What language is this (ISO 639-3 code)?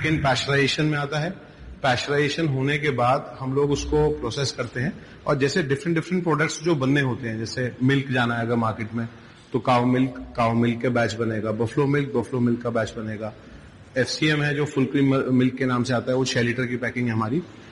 hin